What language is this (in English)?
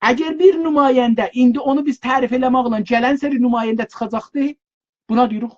South Azerbaijani